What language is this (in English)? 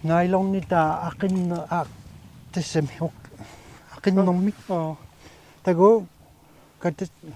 Kalaallisut